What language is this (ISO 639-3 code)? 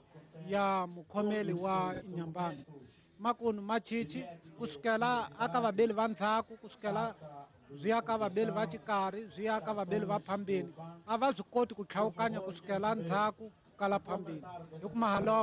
tso